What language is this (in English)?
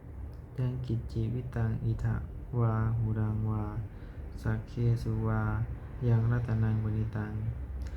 Pali